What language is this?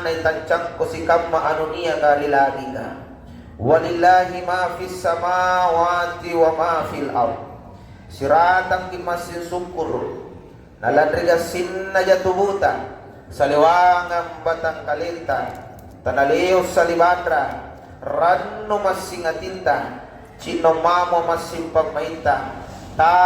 Makasar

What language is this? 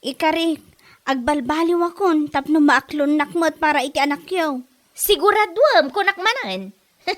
Iloko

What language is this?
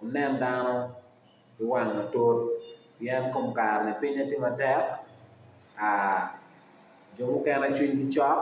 Acoli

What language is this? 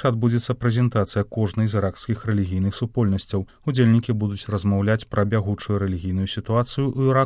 Belarusian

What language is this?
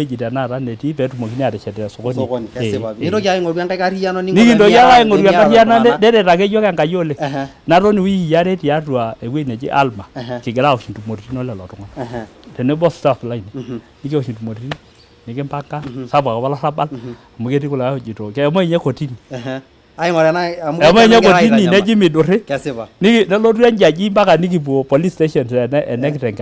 Masai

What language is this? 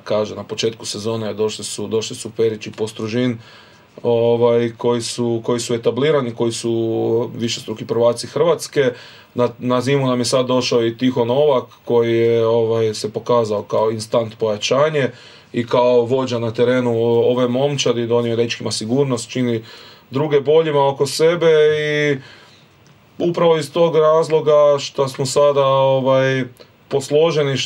Croatian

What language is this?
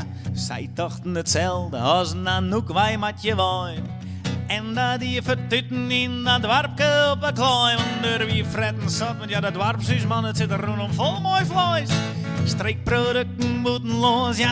Western Frisian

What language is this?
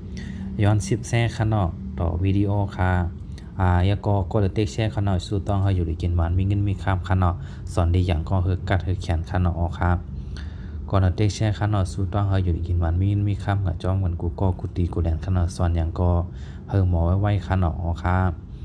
Shan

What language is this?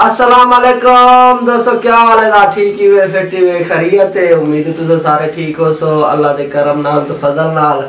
Saraiki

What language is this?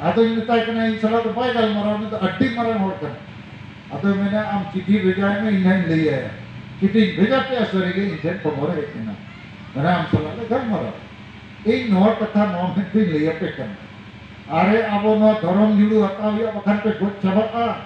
Santali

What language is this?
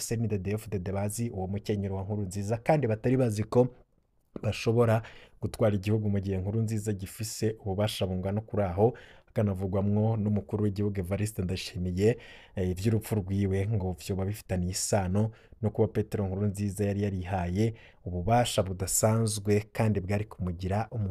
Rundi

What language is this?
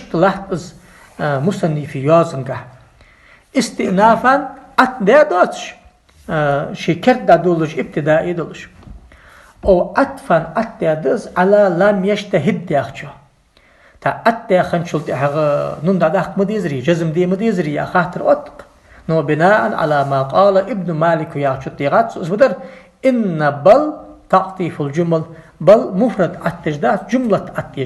Ingush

